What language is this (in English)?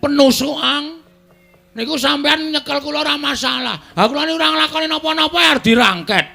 Javanese